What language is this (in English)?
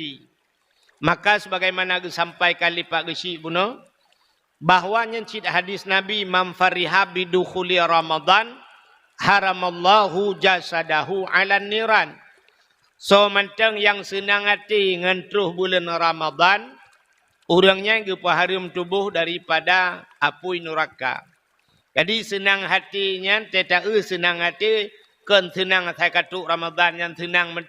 Achinese